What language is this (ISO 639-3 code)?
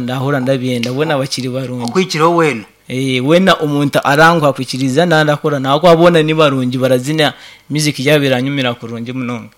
nyn